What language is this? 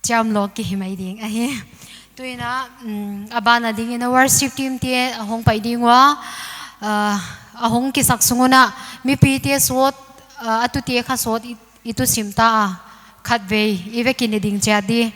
Paite Chin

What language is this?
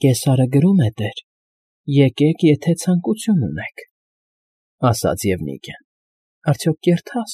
Armenian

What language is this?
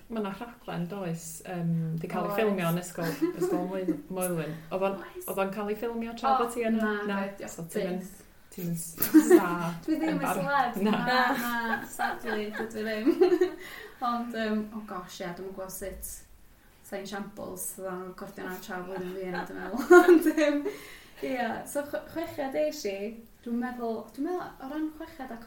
Welsh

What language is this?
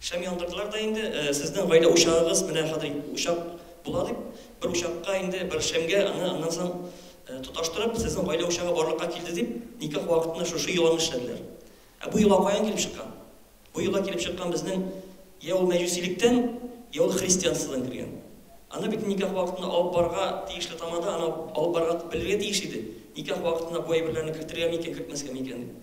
Tatar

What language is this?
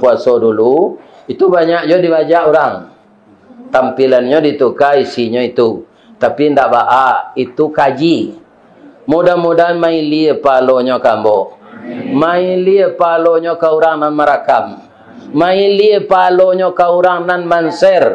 Minangkabau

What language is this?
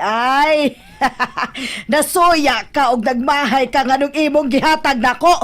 Cebuano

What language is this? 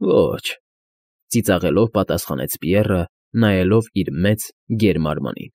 Armenian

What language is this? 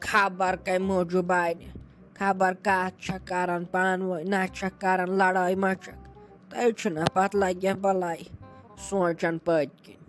Kashmiri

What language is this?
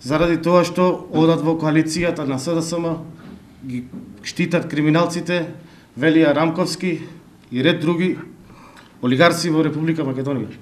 Macedonian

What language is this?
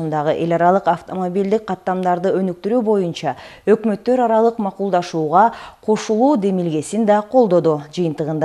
Kyrgyz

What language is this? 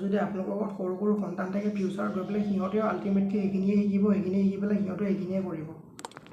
Assamese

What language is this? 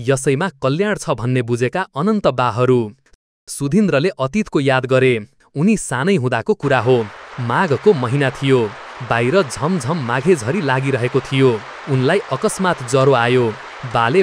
Nepali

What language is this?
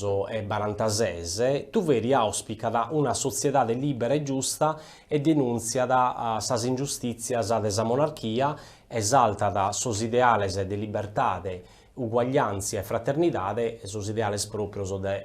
Sardinian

